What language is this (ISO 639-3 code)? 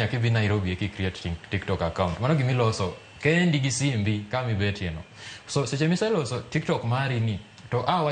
luo